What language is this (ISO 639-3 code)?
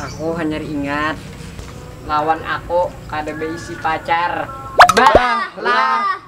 bjn